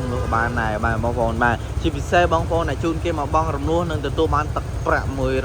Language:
Khmer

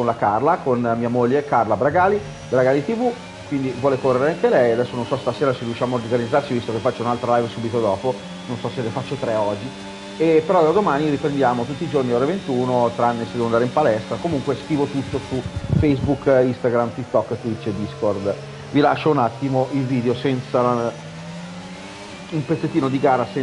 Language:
Italian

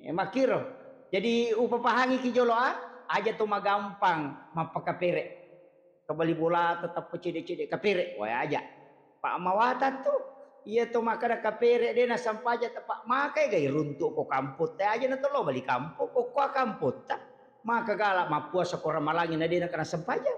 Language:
Buginese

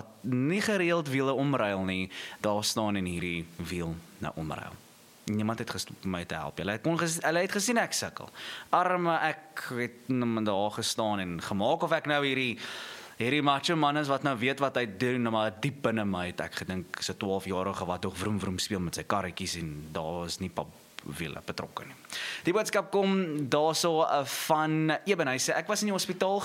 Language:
Afrikaans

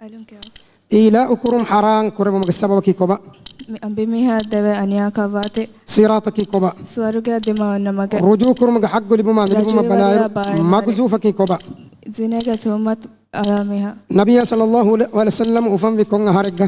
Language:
Divehi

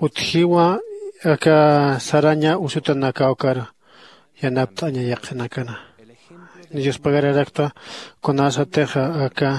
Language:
Aymara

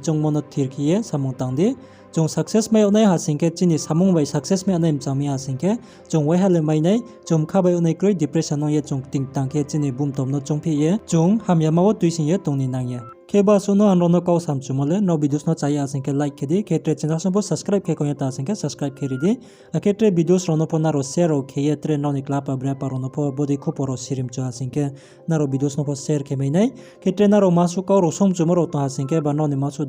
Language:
Riang (India)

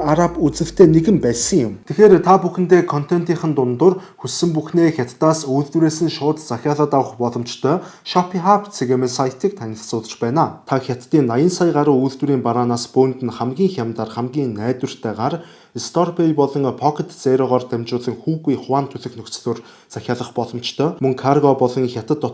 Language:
Mongolian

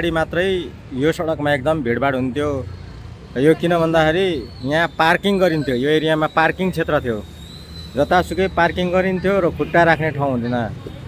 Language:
Nepali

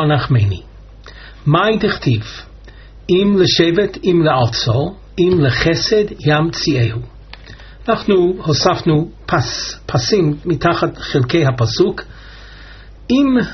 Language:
Hebrew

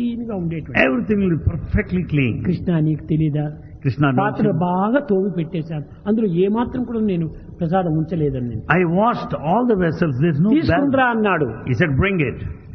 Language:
Telugu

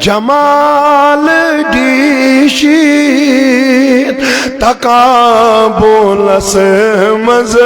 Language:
Kashmiri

